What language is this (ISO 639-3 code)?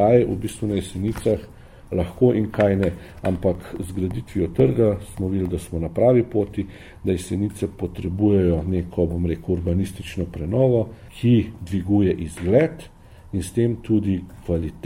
slv